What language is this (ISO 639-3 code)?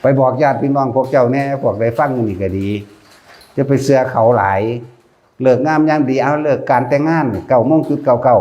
lao